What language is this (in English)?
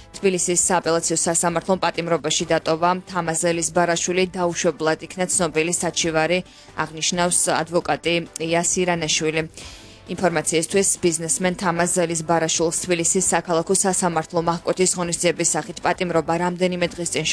Georgian